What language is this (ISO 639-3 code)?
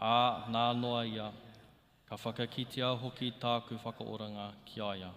mri